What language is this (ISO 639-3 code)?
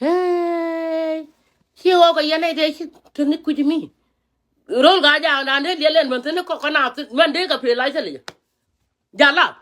nus